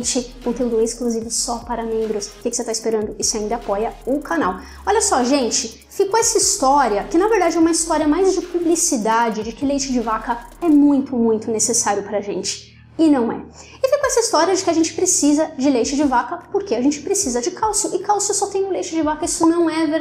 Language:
Portuguese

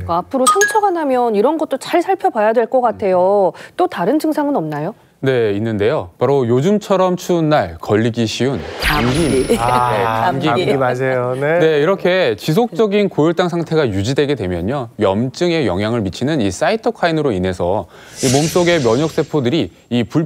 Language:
Korean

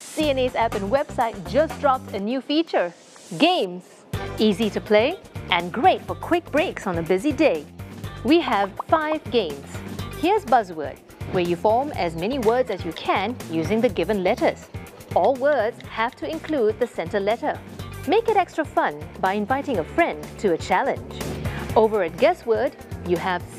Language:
English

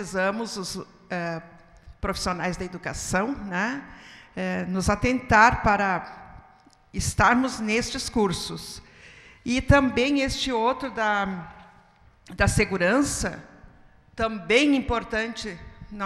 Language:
Portuguese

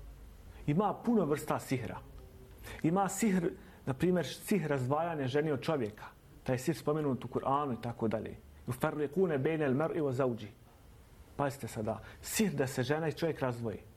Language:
Bosnian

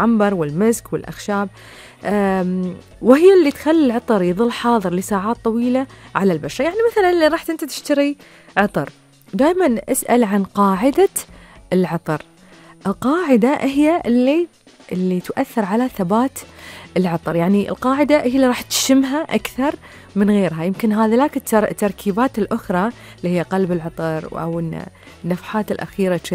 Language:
Gulf Arabic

